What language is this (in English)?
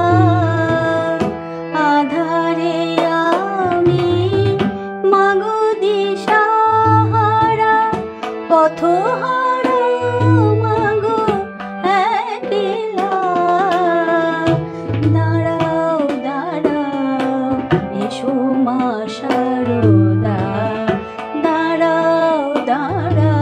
Bangla